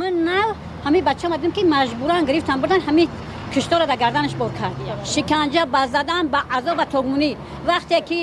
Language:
Tajik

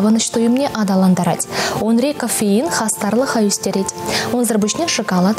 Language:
Chuvash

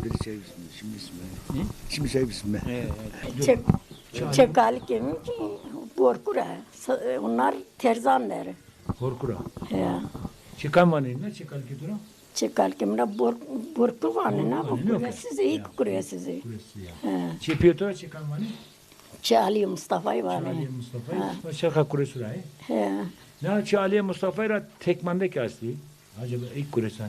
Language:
Zaza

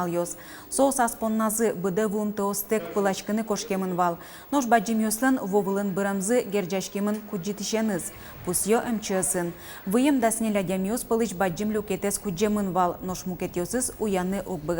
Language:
Udmurt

